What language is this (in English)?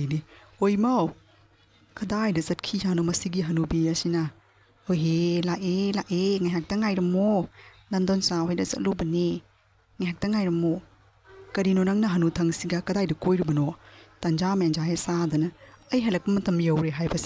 Manipuri